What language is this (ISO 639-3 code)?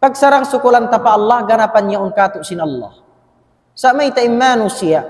tsg